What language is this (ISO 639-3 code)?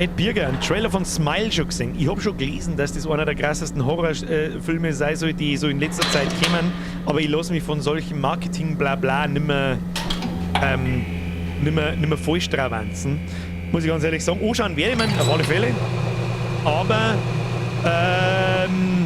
bar